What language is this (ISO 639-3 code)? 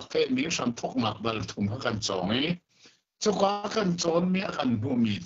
cnh